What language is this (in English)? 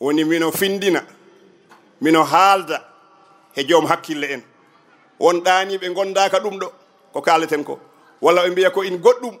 Fula